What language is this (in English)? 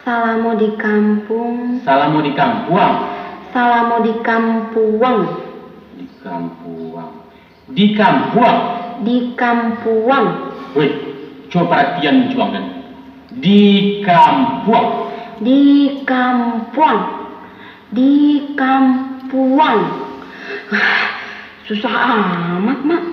Minangkabau